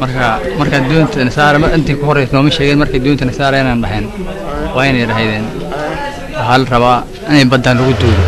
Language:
Somali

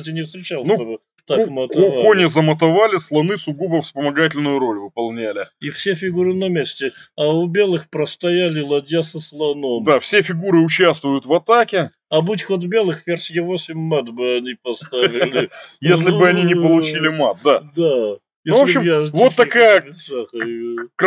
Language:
Russian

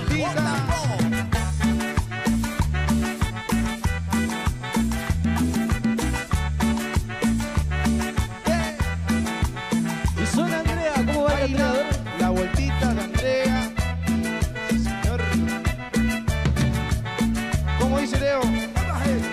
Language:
Spanish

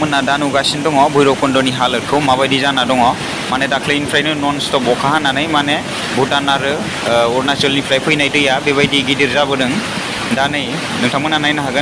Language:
Bodo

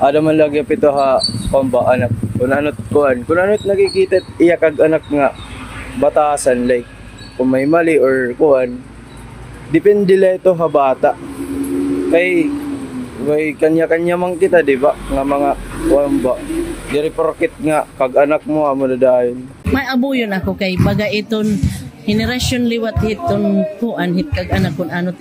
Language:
Waray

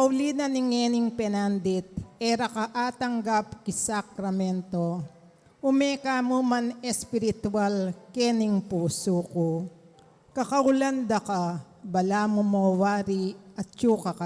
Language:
Pampanga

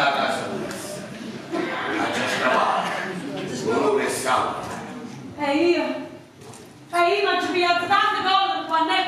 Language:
Neapolitan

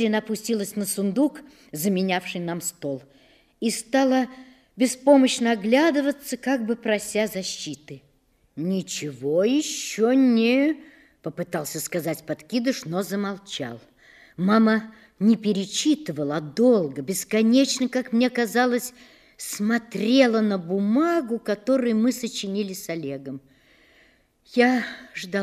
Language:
Russian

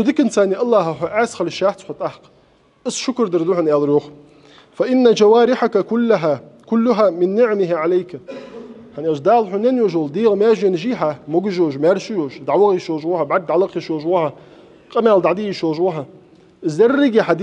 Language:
Ingush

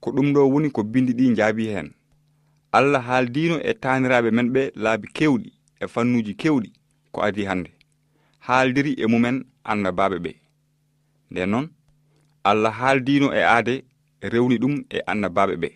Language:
Fula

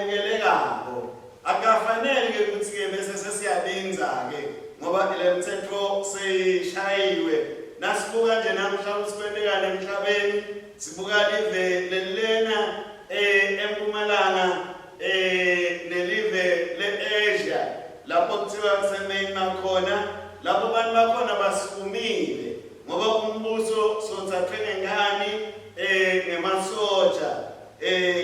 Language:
Swati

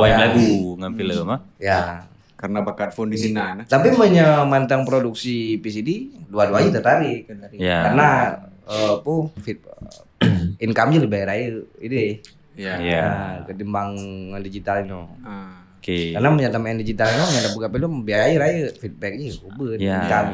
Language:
Achinese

